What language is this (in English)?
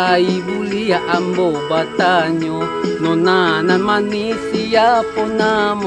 Minangkabau